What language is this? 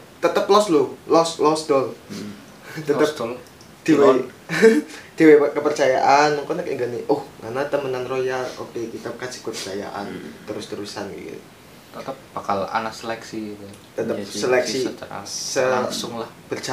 Indonesian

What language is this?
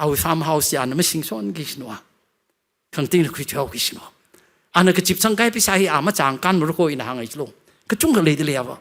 Tangkhul Naga (India)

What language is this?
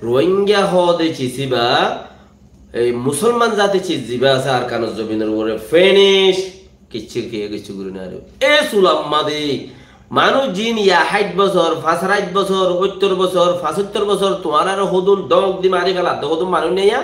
Rohingya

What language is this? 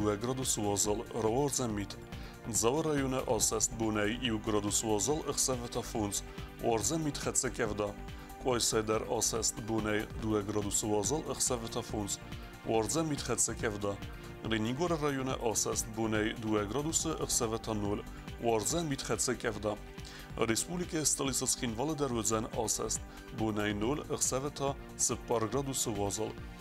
Ossetic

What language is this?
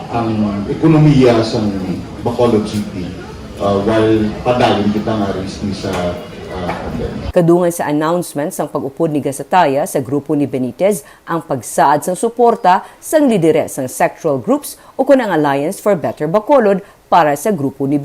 Hiligaynon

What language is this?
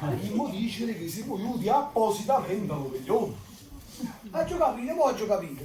Neapolitan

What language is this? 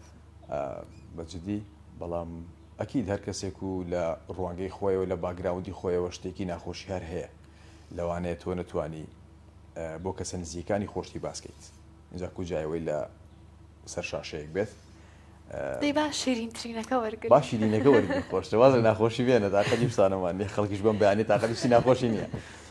Central Kurdish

